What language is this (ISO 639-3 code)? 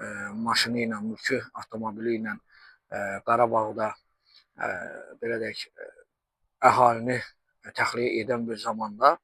aze